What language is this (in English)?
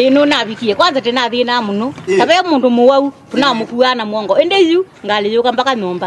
Kamba